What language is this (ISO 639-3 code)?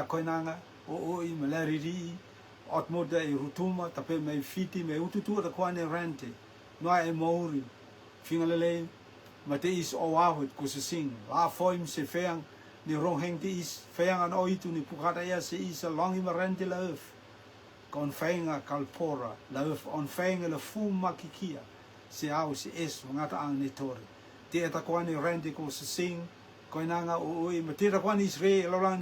rtm